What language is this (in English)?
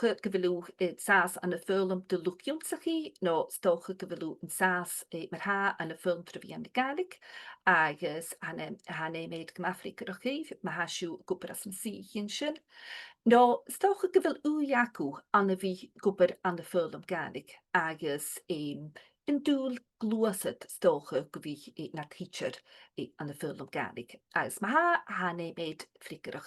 Scottish Gaelic